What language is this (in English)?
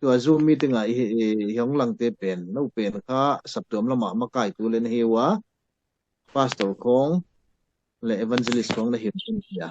Tedim Chin